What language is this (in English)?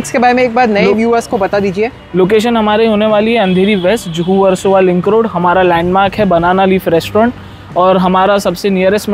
Hindi